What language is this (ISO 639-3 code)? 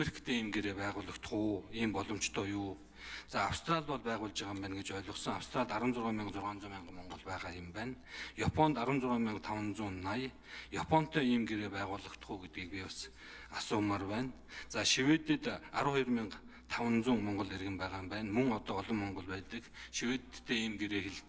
mon